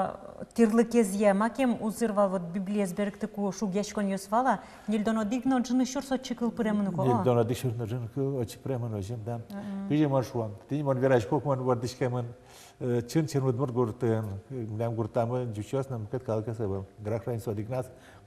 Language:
Udmurt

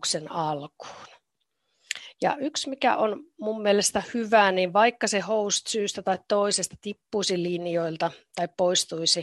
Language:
Finnish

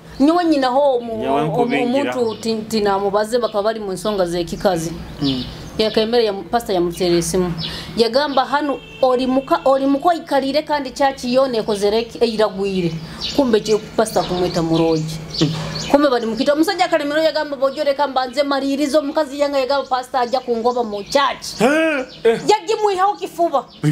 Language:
Nyoro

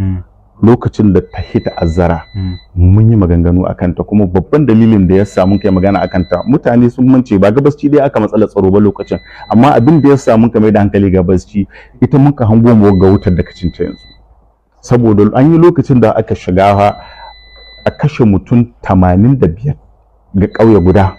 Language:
Hausa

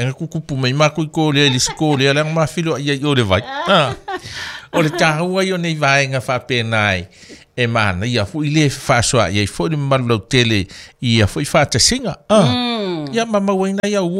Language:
Samoan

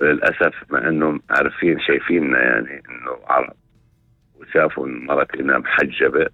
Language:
North Levantine Arabic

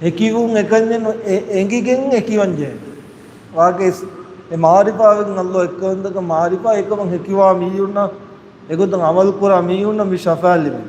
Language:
Divehi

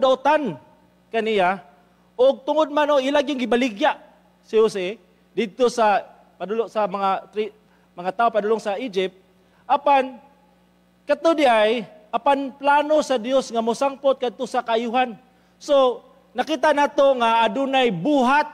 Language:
Cebuano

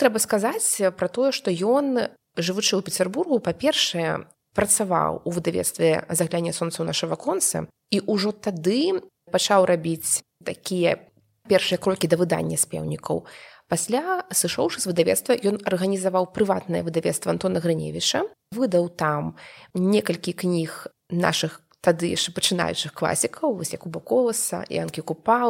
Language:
Belarusian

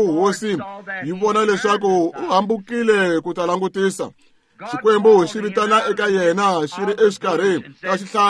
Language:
Tsonga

